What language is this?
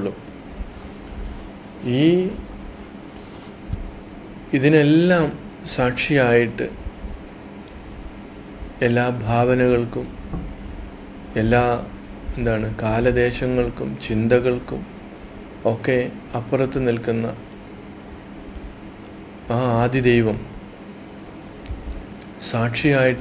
Malayalam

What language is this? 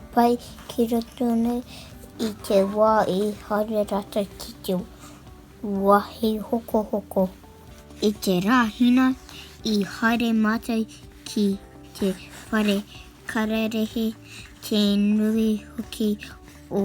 Māori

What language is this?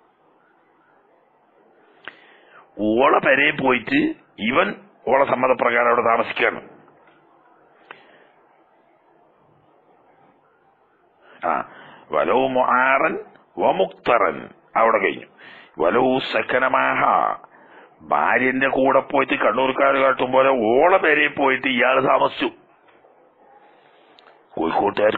Malayalam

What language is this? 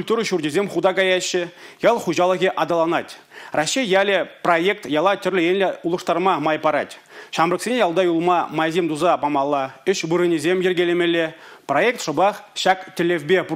Chuvash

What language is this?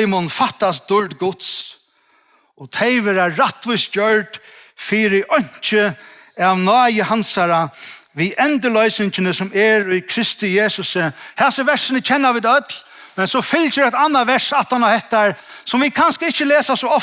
Faroese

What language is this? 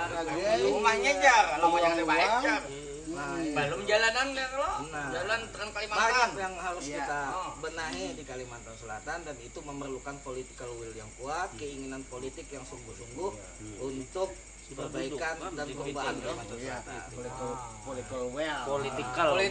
Banjar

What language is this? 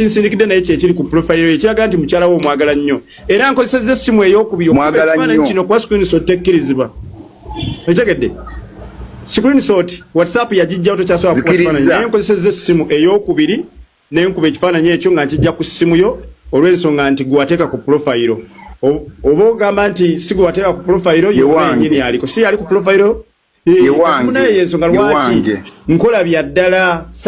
Ganda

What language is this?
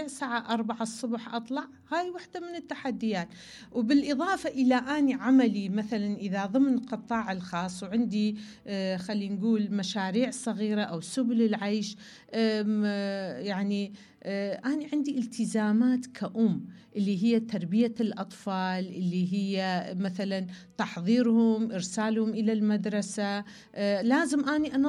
Mesopotamian Arabic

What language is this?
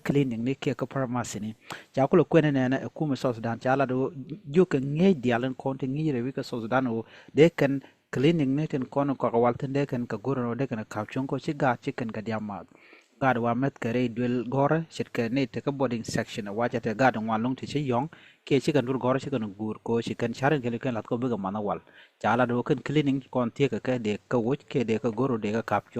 Nuer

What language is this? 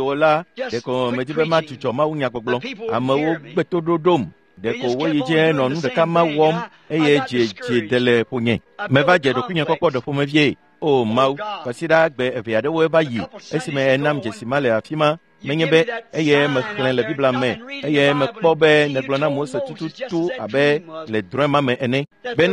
Ewe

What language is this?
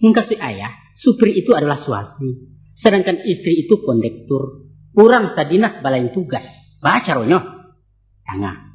Minangkabau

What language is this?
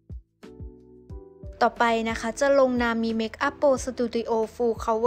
Thai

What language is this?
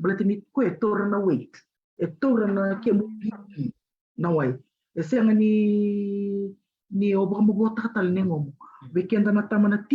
Fijian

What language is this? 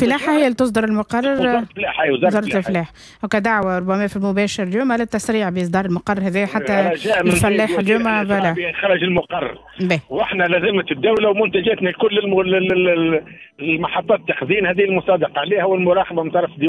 Tunisian Arabic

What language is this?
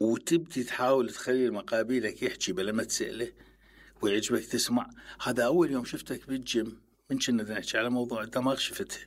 Mesopotamian Arabic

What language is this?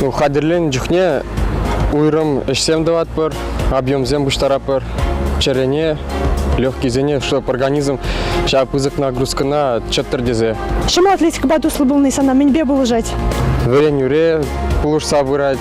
Chuvash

